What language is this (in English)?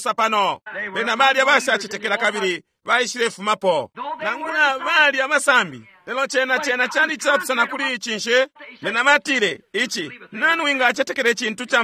Bemba